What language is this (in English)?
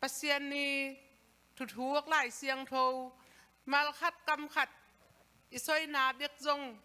Tedim Chin